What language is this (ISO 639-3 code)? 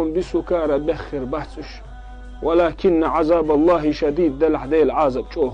che